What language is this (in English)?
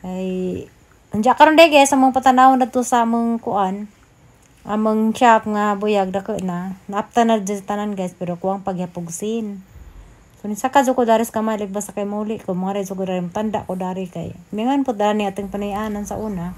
Cebuano